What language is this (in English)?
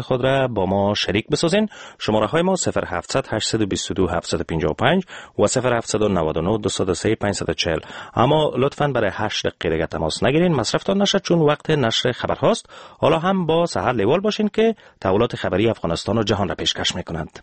Persian